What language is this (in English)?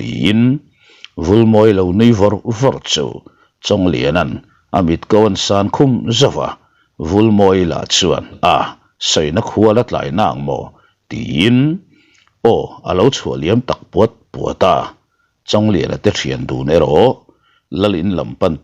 Mizo